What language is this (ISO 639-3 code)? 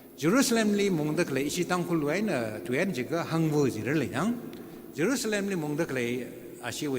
nmf